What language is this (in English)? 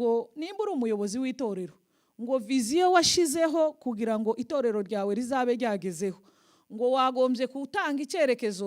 Kinyarwanda